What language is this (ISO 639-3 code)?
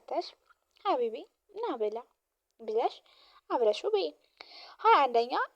amh